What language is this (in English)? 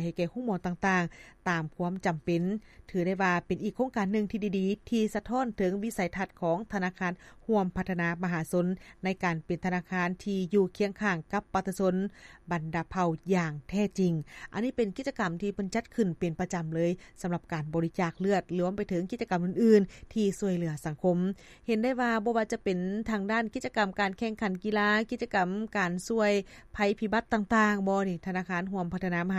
Lao